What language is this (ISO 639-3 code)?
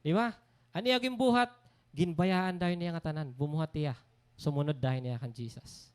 war